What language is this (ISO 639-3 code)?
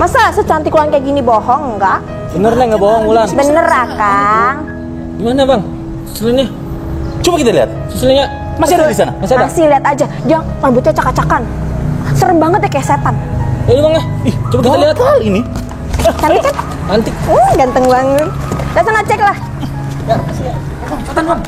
bew